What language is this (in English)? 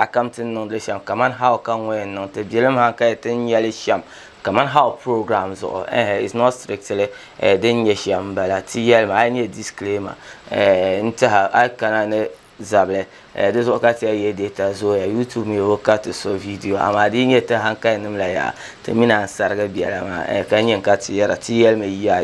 Dagbani